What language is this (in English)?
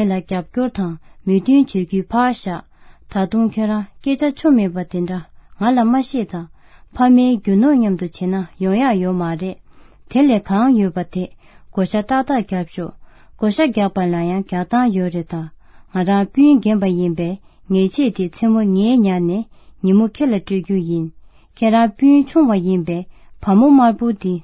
Tibetan